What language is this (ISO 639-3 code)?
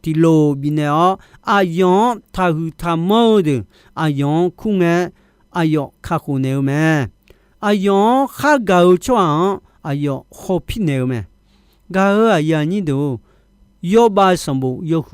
ahk